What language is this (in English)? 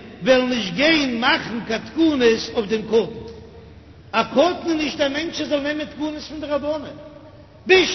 Yiddish